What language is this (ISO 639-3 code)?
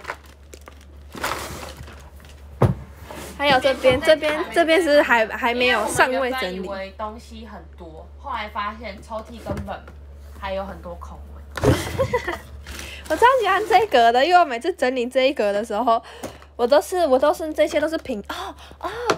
zho